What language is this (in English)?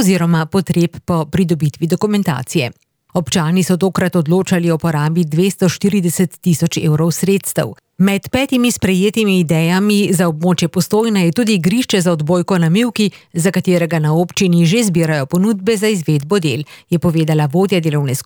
Slovenian